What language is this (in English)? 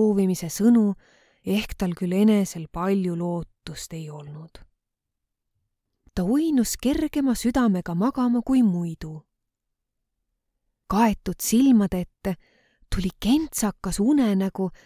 Estonian